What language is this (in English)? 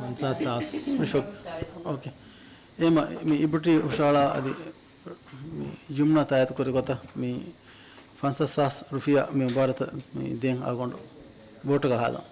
Divehi